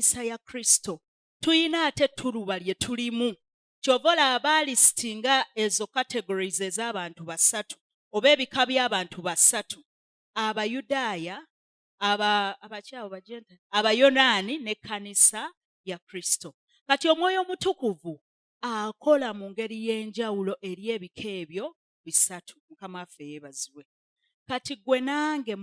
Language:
Ganda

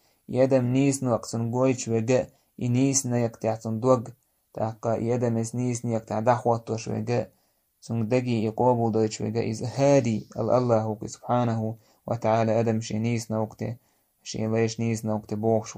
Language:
Chechen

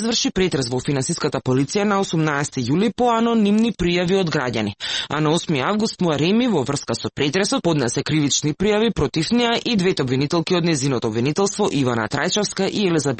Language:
Macedonian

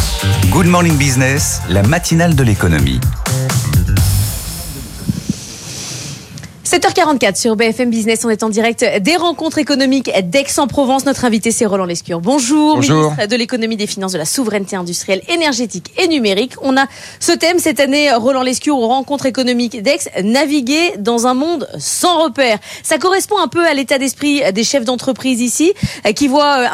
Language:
French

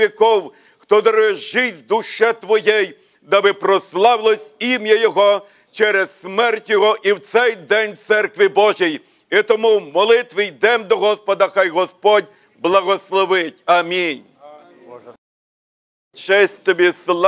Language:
Ukrainian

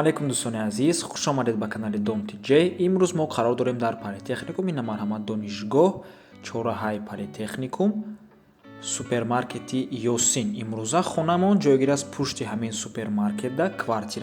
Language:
Tajik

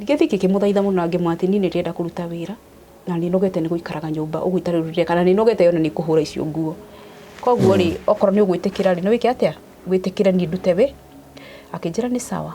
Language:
Kikuyu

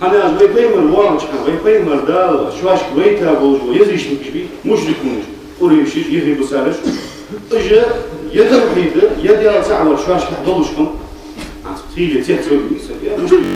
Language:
Ingush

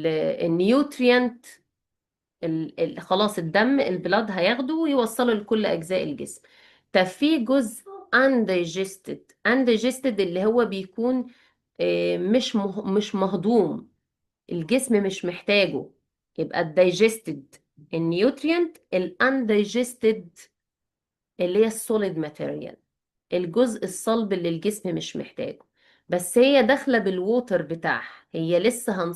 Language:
Egyptian Arabic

